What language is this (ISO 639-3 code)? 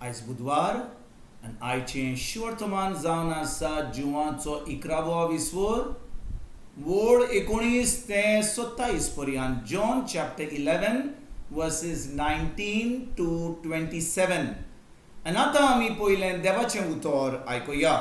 kok